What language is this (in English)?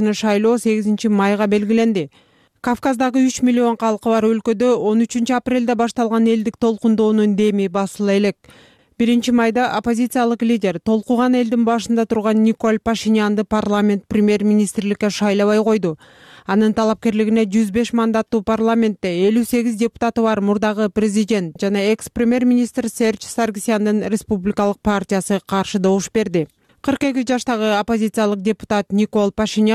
Kyrgyz